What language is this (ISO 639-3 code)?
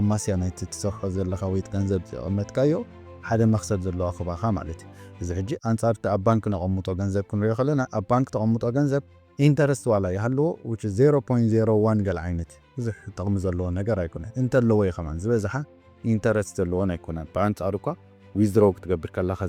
tir